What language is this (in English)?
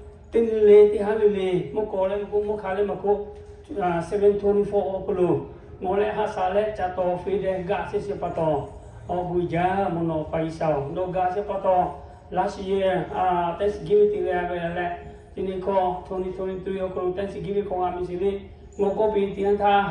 Lahu